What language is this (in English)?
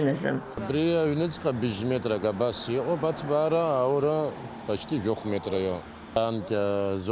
Abkhazian